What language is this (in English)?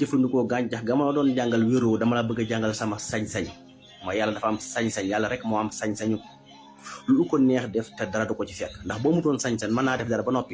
Wolof